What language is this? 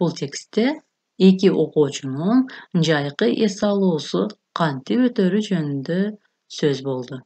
Kyrgyz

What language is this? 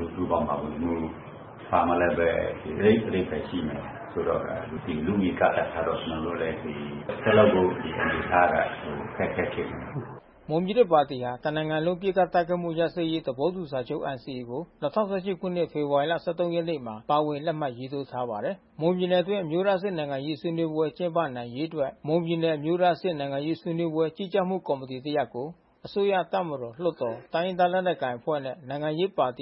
Burmese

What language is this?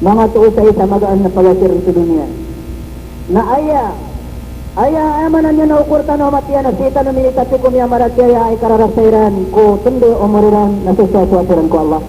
Maranao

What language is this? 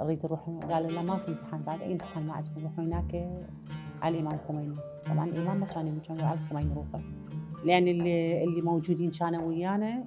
Mesopotamian Arabic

